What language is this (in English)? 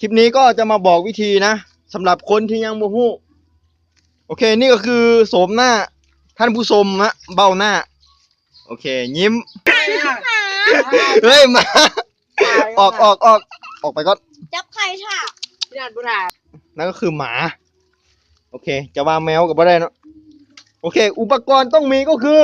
Lao